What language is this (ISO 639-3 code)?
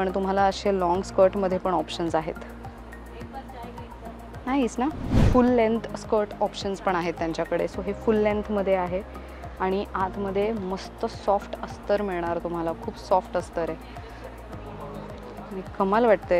mar